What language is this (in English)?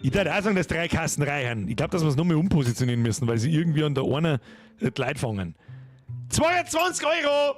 Bavarian